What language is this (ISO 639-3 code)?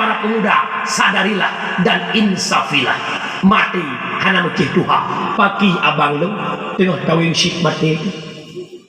ace